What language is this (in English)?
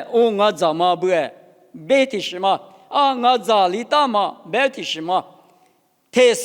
Lisu